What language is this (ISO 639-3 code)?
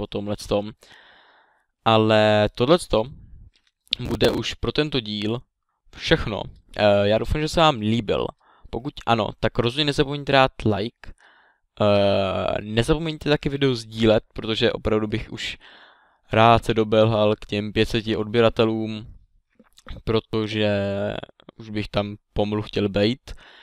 ces